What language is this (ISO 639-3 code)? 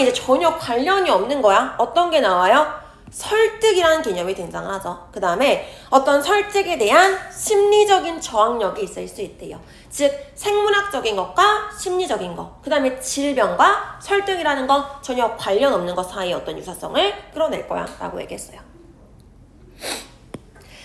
kor